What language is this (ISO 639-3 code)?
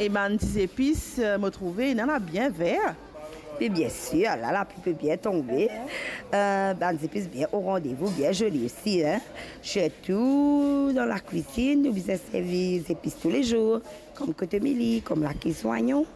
mfe